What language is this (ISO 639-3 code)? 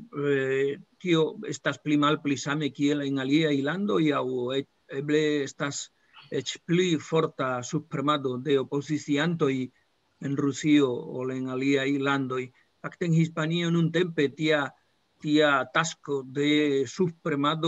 epo